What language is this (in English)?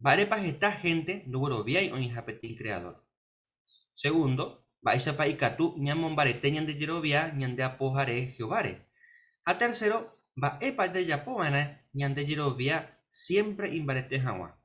Guarani